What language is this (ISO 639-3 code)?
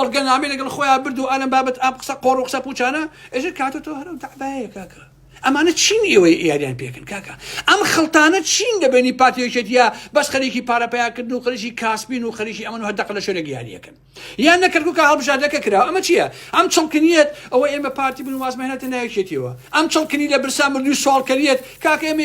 ckb